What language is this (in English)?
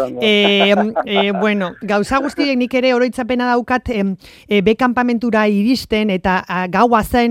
Basque